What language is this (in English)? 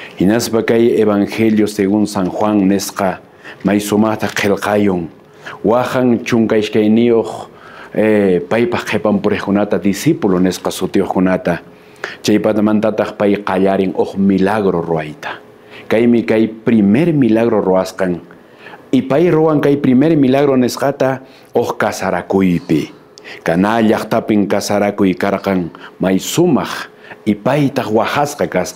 Quechua